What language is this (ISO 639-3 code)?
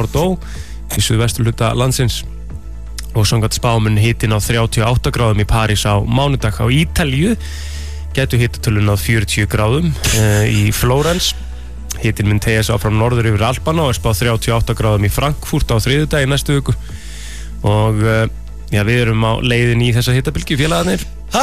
isl